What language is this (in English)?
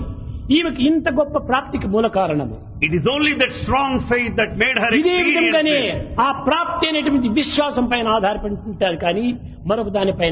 Telugu